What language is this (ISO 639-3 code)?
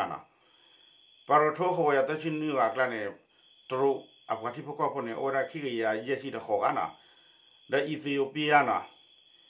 ksw